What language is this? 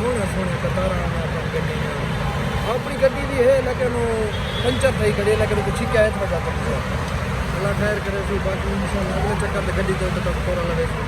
Saraiki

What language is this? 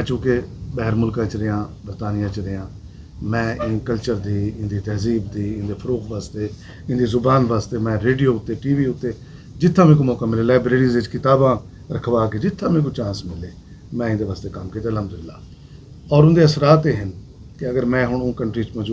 Saraiki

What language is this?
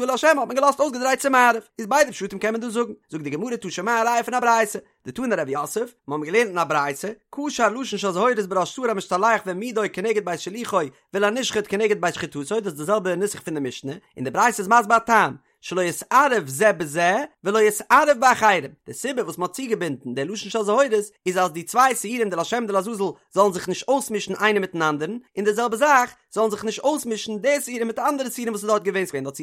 Yiddish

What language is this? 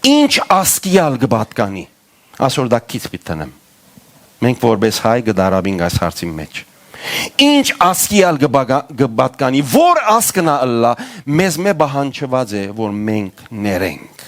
Western Armenian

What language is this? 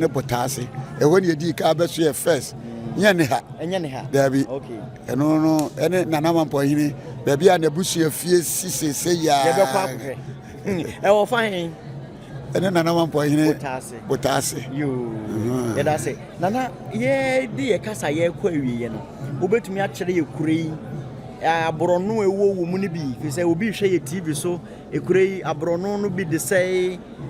Akan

